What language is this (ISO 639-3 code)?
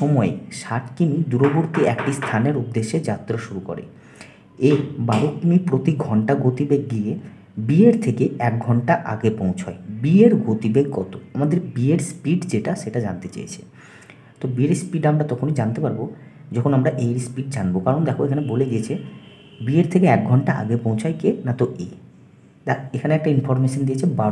ben